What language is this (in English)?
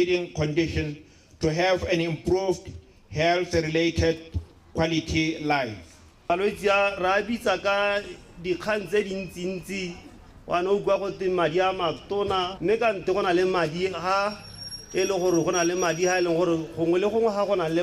Tswana